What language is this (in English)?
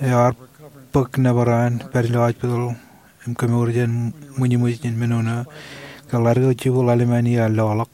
Marshallese